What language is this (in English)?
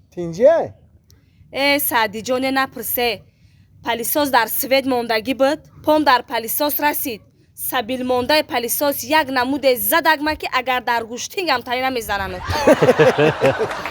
Tajik